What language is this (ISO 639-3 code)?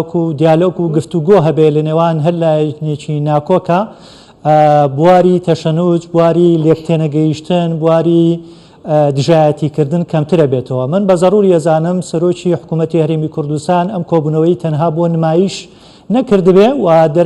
ckb